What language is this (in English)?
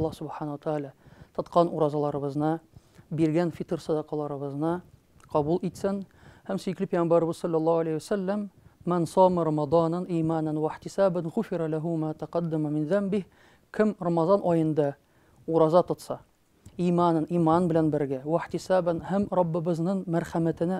Tatar